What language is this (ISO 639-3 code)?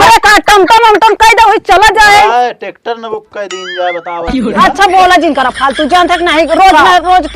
awa